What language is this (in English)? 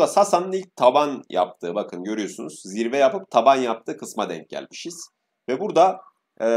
Turkish